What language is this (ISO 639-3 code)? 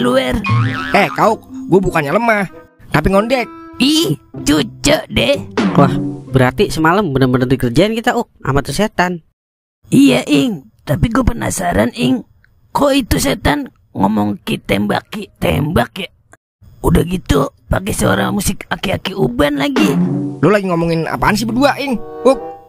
bew